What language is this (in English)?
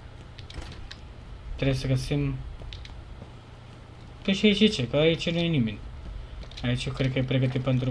Romanian